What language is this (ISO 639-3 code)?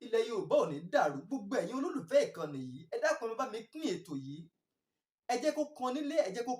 yor